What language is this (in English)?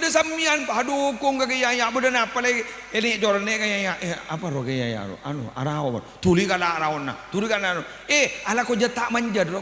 Madurese